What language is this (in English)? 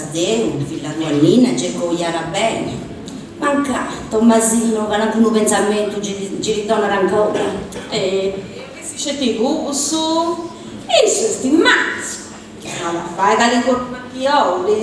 Sardinian